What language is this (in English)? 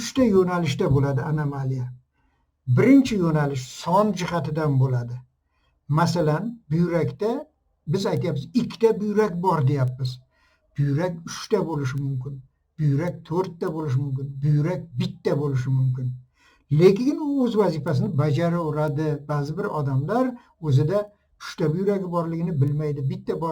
Uzbek